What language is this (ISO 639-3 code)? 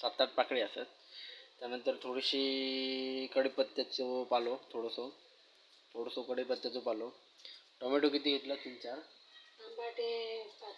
kok